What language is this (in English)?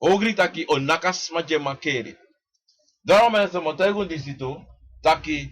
Sranan Tongo